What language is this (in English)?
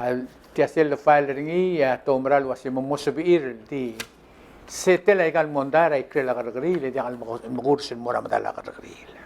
Palauan